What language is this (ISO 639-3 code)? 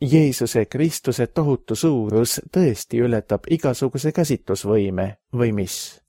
est